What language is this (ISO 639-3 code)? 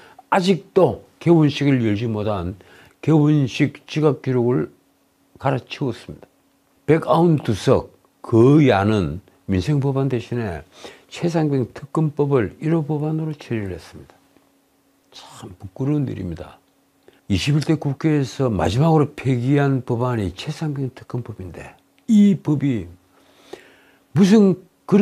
kor